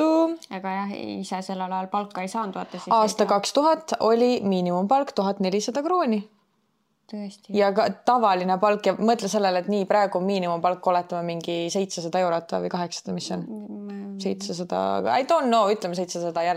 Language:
Estonian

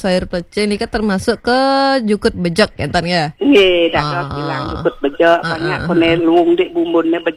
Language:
Balinese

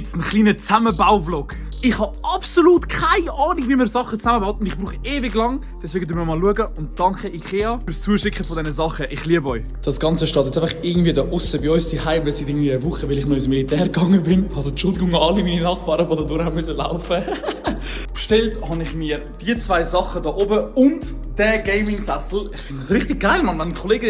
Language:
Swiss German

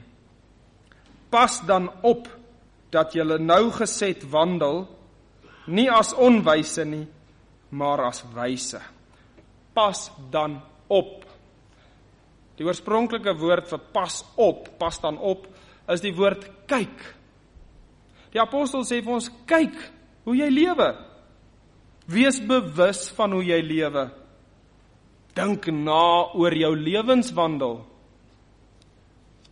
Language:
Afrikaans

